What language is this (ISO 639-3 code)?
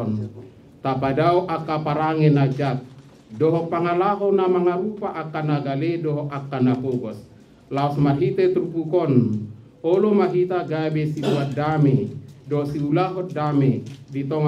bbc